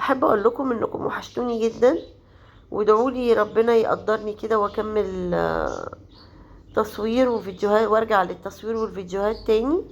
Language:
Egyptian Arabic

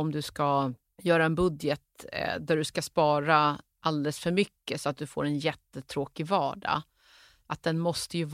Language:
Swedish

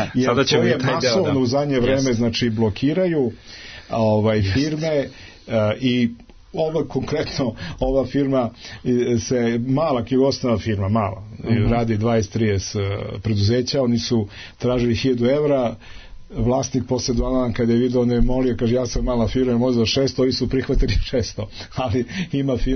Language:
Serbian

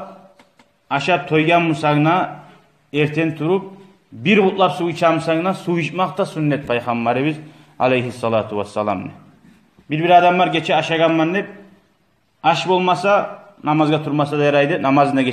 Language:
Kumyk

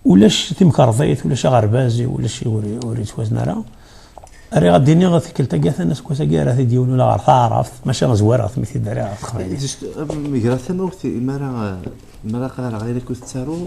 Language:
Kabyle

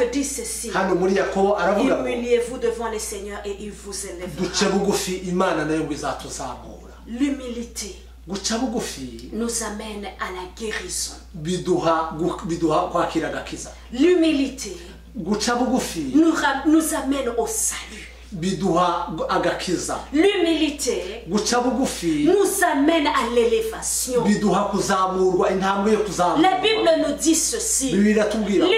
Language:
Kinyarwanda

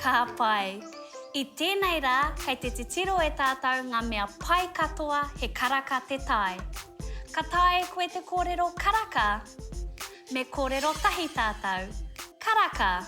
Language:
Māori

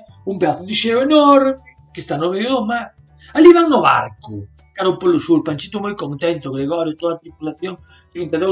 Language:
Galician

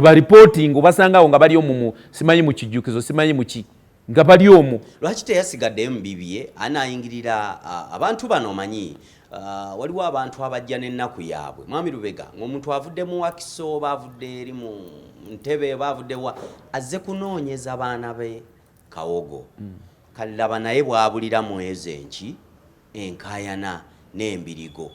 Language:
Ganda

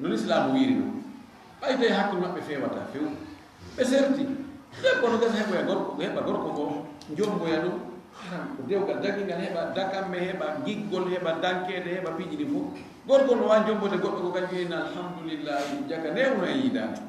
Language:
Fula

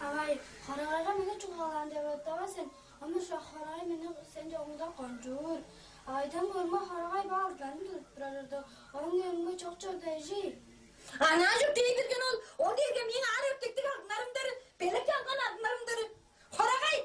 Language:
Tuvinian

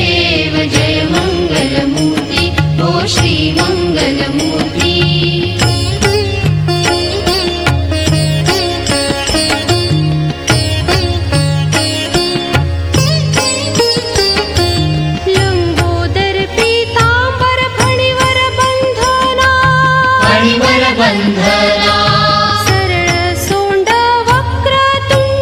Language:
Marathi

